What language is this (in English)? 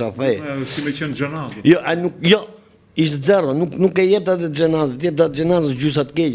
Albanian